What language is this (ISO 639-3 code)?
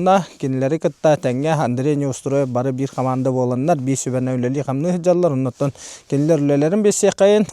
sah